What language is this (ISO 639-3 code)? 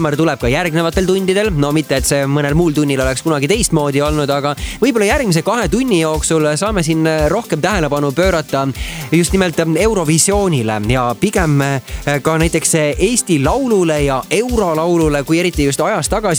est